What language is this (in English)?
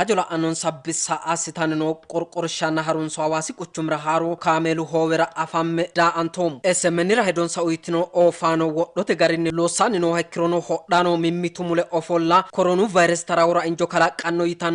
Sidamo